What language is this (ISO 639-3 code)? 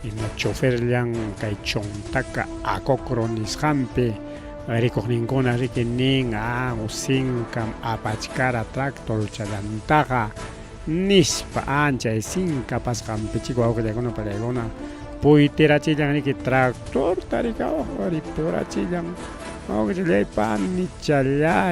quy